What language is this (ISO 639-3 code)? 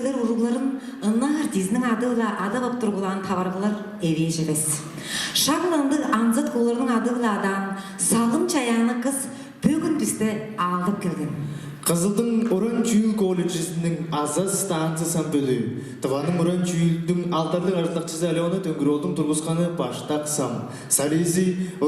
tyv